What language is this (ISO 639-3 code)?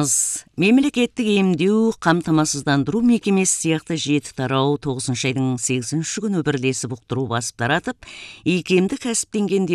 kaz